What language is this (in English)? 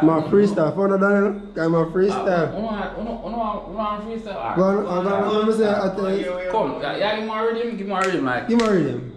Jamaican Creole English